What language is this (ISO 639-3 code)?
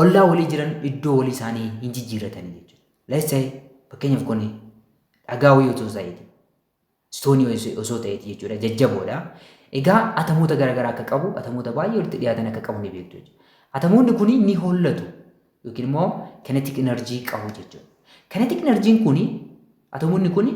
orm